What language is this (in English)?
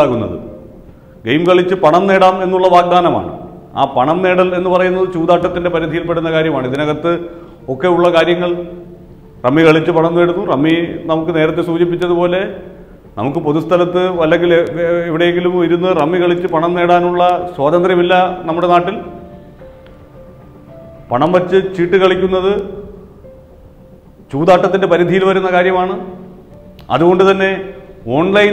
Malayalam